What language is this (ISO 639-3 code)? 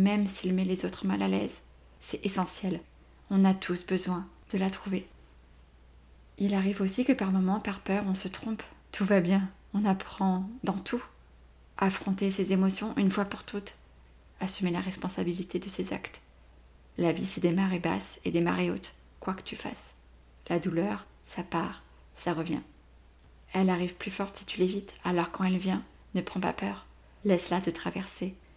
fra